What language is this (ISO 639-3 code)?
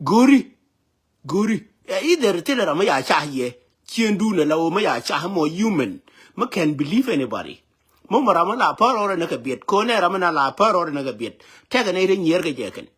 nus